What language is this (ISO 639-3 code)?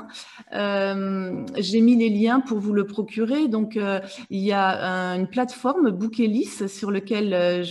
fra